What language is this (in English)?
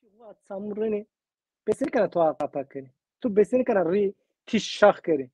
Zaza